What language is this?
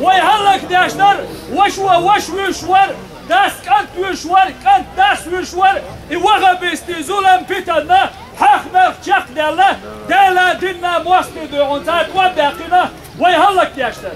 Chechen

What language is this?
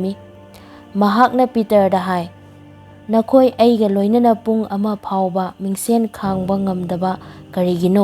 Manipuri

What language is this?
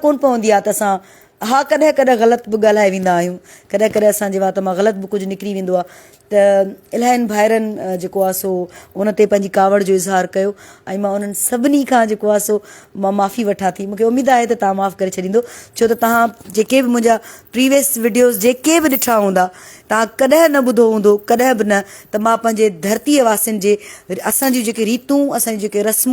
Sindhi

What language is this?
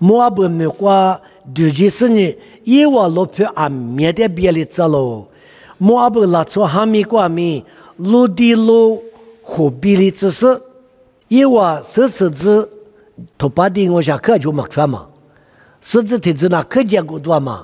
Lisu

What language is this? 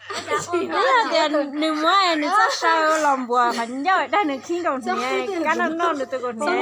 Hmong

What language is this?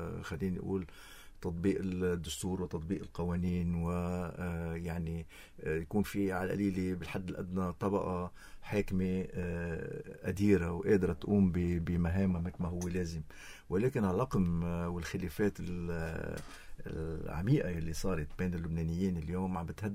North Levantine Arabic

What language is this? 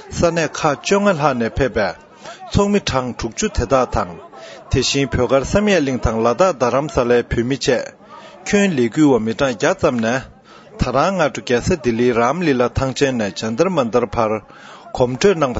Tibetan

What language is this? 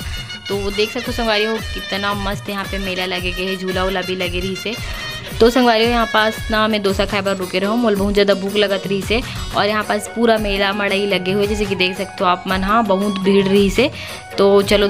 Chhattisgarhi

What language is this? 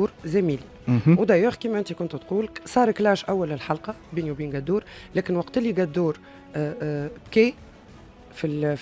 Tunisian Arabic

